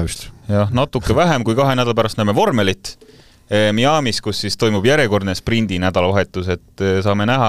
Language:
Estonian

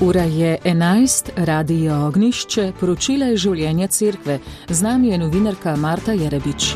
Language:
Slovenian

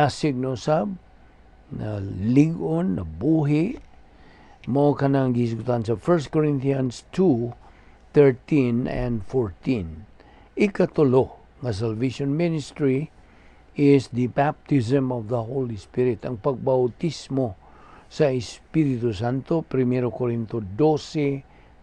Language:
Cebuano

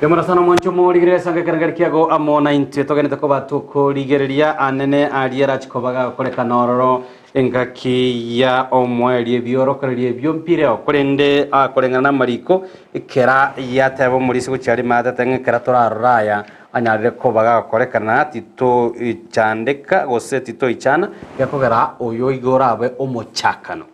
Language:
Gusii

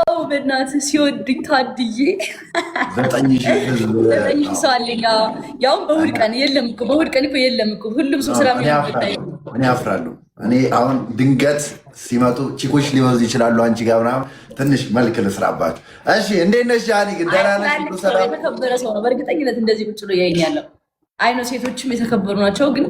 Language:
Amharic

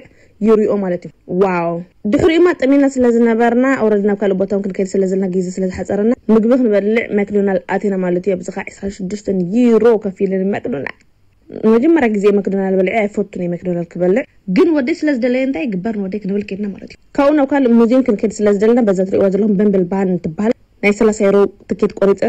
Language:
Tigrinya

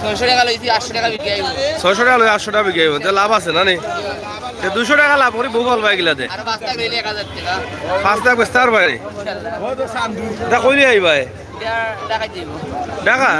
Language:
Sylheti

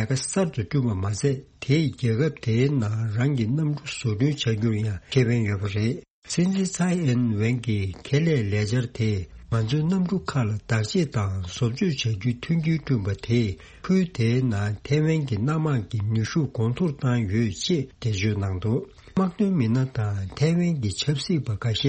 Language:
Tibetan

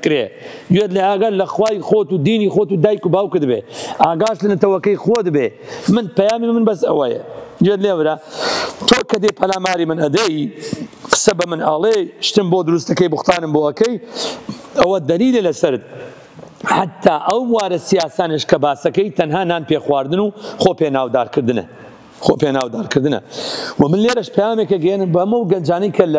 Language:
Central Kurdish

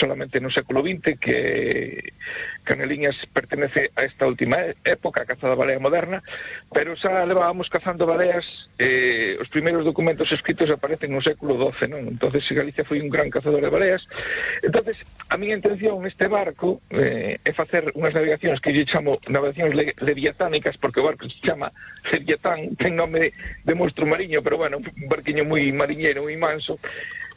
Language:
Galician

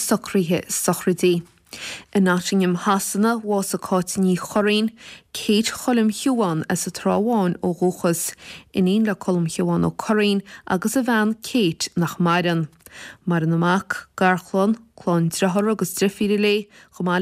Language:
Irish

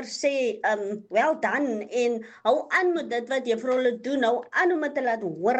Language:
Afrikaans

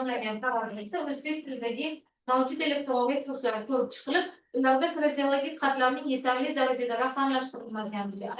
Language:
Uzbek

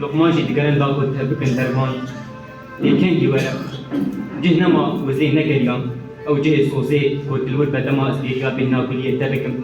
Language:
Kurdish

